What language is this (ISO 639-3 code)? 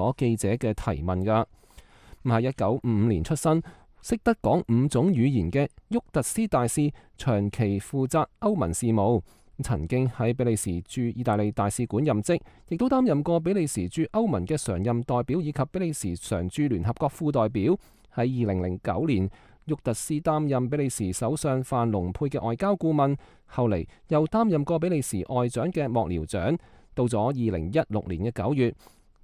yue